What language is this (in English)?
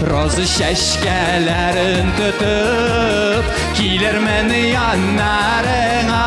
Tatar